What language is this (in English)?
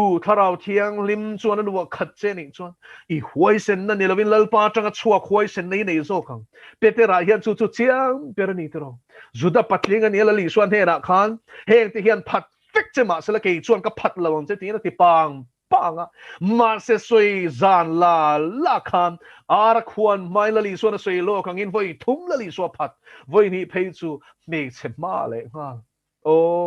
Mizo